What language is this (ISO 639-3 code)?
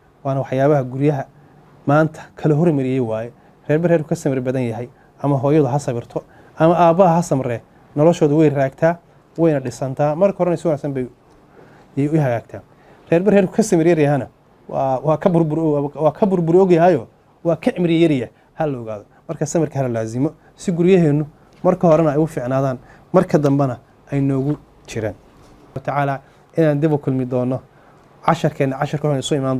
som